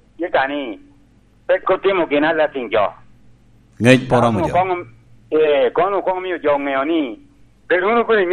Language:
Lango (Uganda)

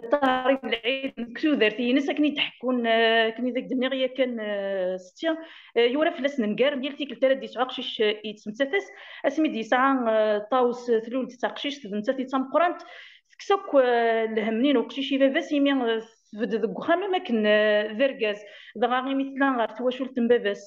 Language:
Kabyle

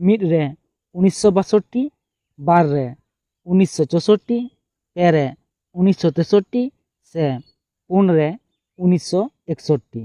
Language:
Santali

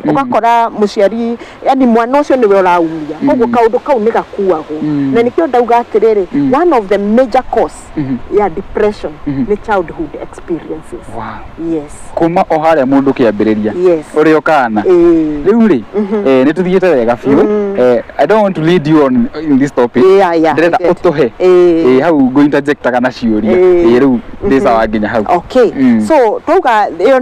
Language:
Kikuyu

